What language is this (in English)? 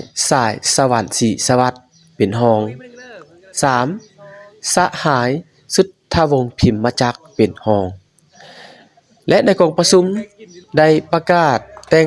Lao